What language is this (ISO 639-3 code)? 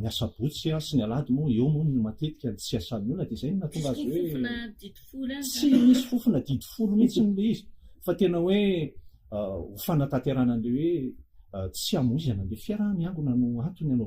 mlg